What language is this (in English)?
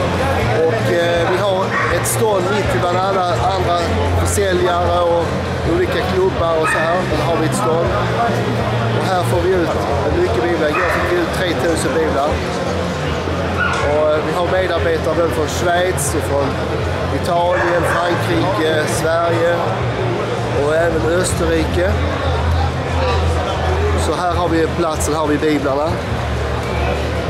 Swedish